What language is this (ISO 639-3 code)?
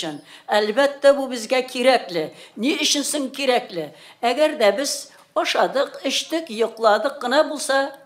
tat